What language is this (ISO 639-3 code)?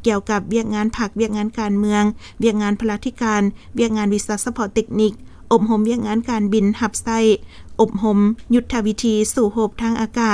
lao